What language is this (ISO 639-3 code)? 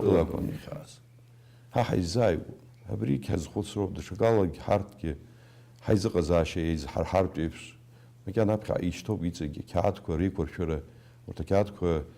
abk